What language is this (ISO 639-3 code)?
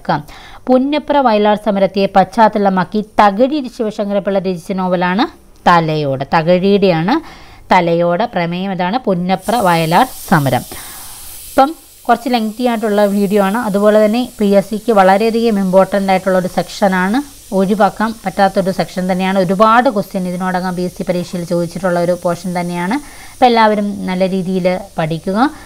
mal